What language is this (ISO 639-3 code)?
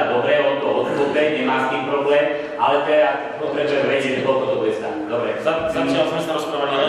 slk